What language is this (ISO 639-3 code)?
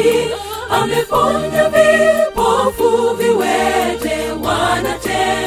guz